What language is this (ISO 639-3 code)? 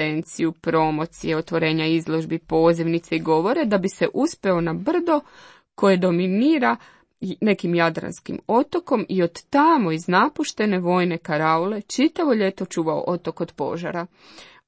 hrv